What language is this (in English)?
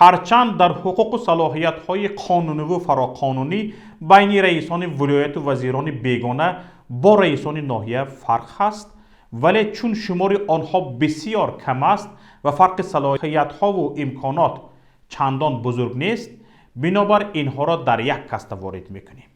Tajik